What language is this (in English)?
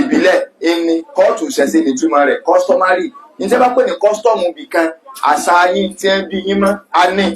Yoruba